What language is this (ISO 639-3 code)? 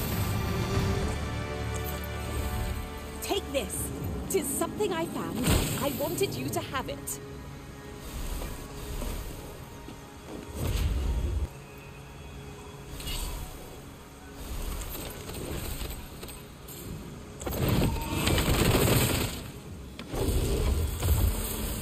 eng